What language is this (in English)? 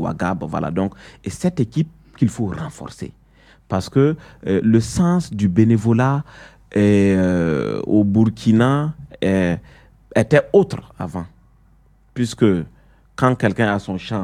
French